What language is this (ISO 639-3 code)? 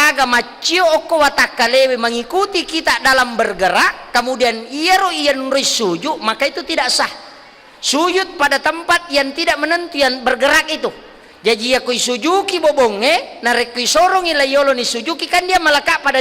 bug